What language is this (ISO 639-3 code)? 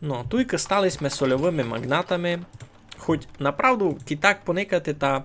rue